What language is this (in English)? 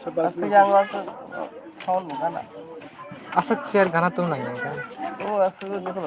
Kok Borok